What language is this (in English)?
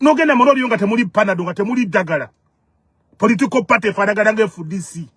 Ganda